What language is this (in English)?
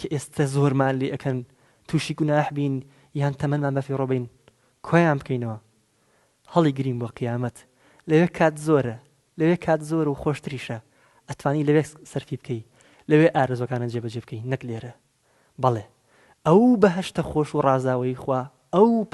Central Kurdish